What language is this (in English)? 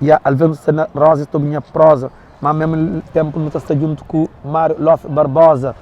Kabuverdianu